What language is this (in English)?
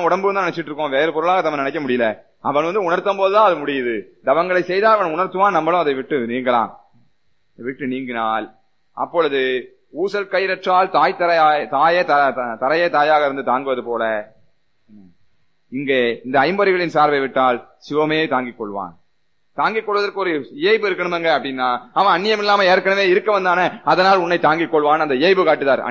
Tamil